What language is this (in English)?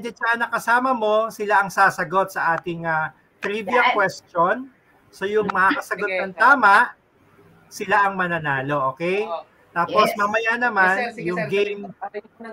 Filipino